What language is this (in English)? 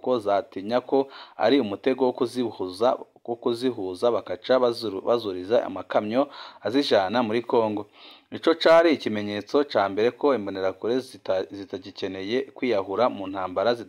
Rundi